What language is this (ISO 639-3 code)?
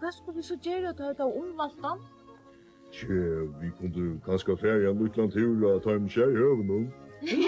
fao